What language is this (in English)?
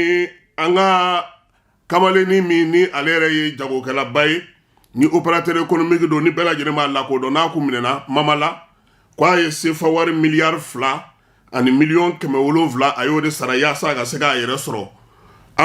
Bambara